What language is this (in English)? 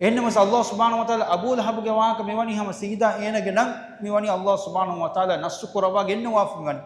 Divehi